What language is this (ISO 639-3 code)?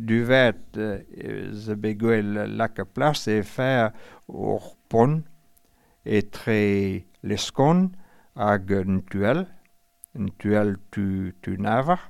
bre